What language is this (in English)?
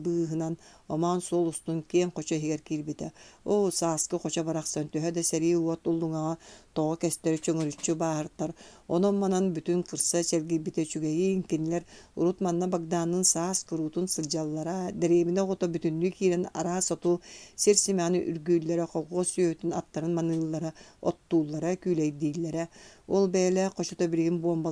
Yakut